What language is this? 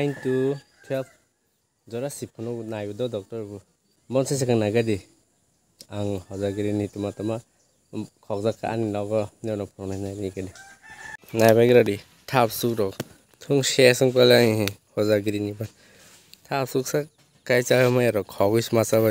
Kok Borok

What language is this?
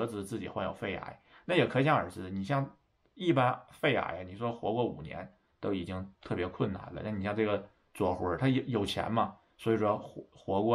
Chinese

